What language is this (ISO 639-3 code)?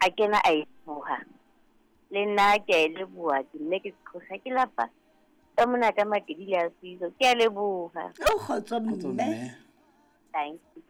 sot